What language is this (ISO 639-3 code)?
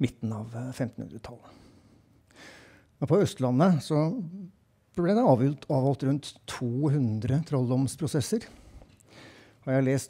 nor